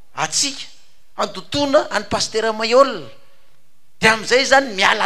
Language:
Malagasy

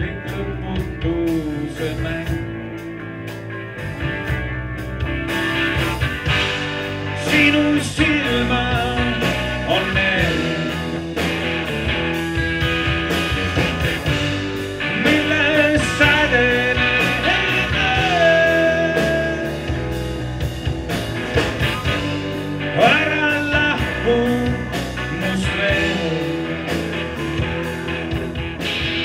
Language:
Estonian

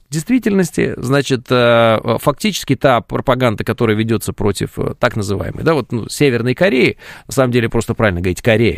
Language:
Russian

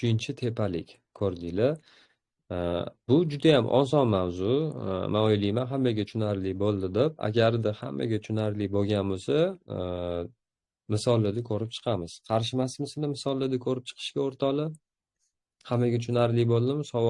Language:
Uzbek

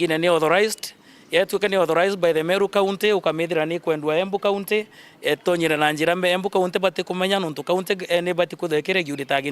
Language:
Meru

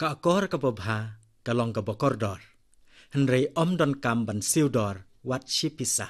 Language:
Khasi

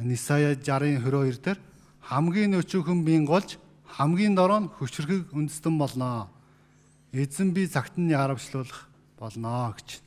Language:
Mongolian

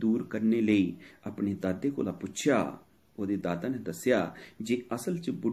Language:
Dogri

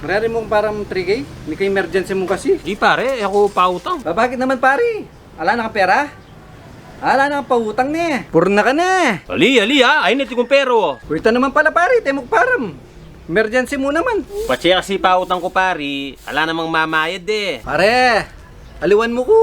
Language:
Pampanga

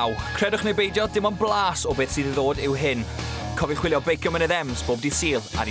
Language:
Welsh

